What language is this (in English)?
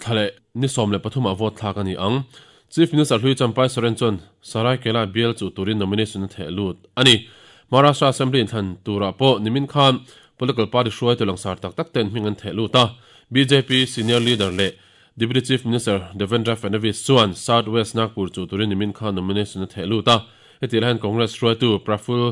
Mizo